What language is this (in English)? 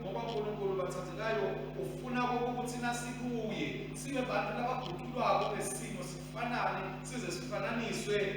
Swati